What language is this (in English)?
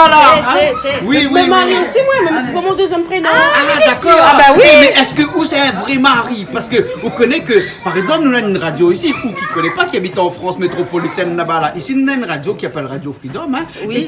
Réunion Creole French